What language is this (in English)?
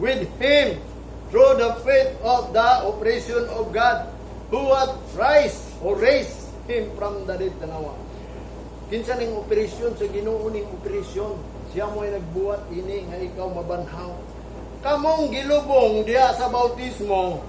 Cebuano